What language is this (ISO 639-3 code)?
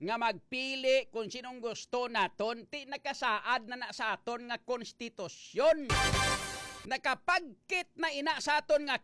hil